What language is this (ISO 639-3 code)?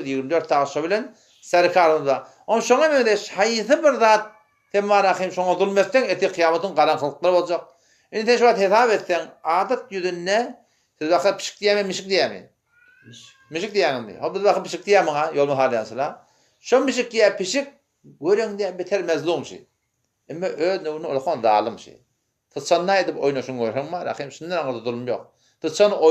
tuk